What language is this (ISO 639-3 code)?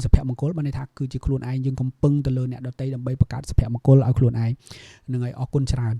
khm